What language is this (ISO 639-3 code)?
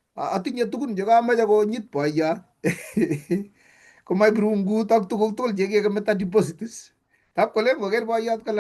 kln